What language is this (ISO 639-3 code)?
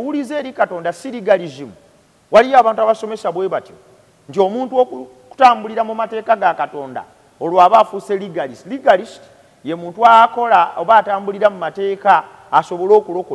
lug